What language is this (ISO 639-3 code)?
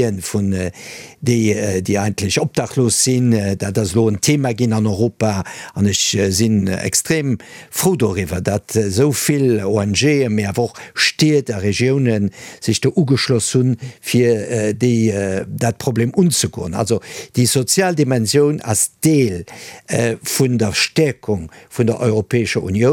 ltz